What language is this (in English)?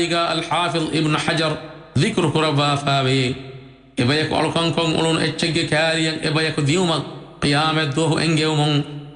Divehi